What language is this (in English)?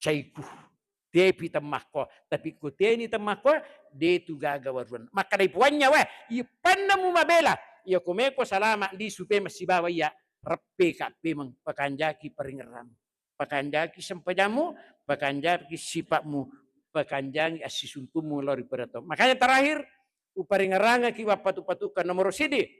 Buginese